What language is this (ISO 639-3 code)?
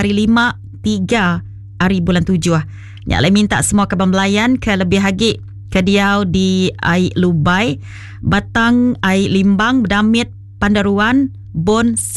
iba